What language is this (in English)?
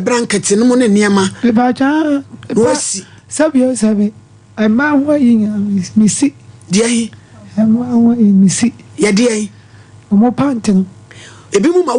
Akan